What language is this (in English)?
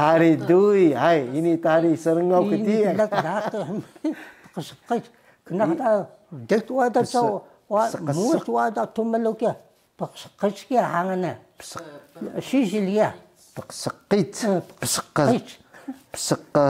Taroko